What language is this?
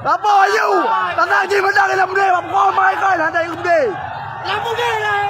Achinese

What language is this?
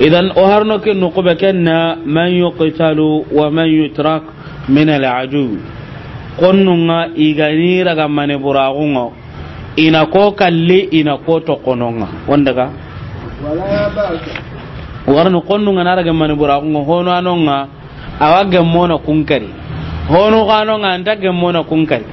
Soninke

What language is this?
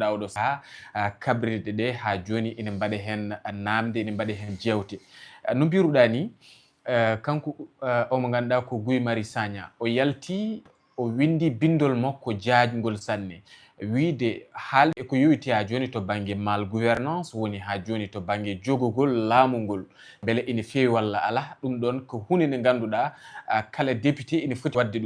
Fula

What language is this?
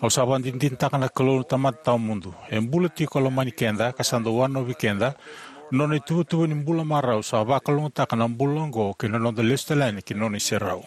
Fijian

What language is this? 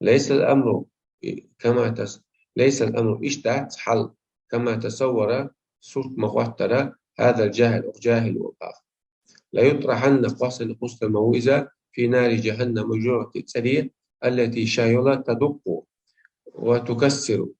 Chechen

